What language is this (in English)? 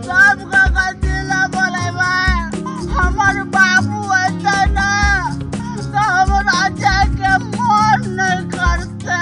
Maithili